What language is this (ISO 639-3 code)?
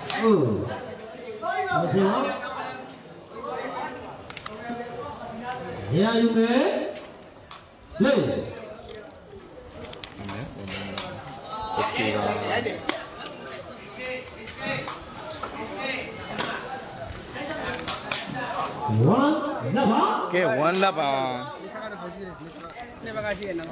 mya